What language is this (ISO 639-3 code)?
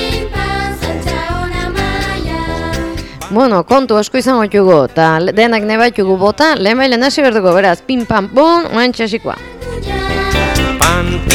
eus